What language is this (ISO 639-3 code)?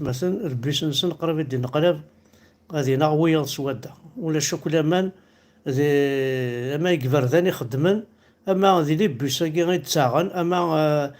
kab